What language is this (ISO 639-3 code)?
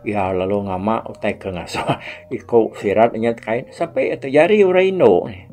iba